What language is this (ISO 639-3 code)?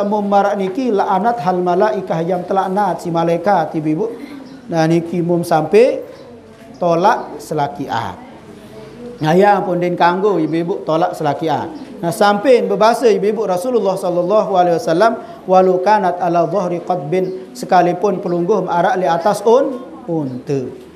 sas